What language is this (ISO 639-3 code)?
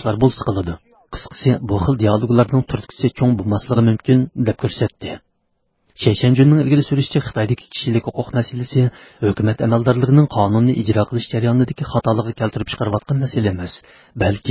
uig